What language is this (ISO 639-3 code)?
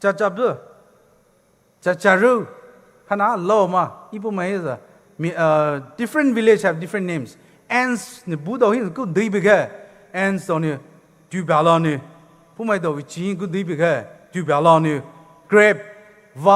pmx